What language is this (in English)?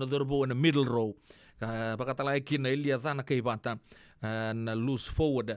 Fijian